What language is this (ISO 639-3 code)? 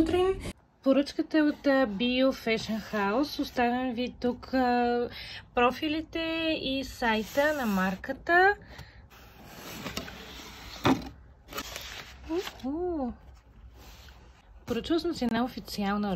bul